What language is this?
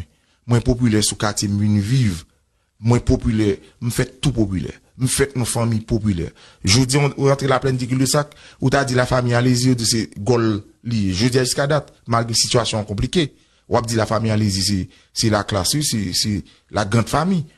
Haitian Creole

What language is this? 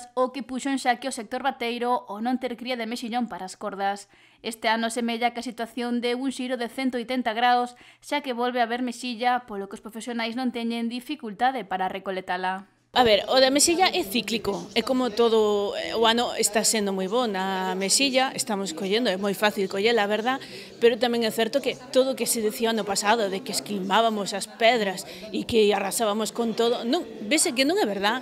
Galician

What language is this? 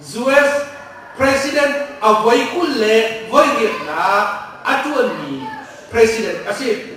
Hakha Chin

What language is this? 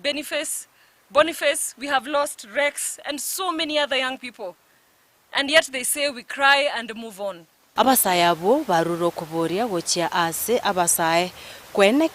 Gusii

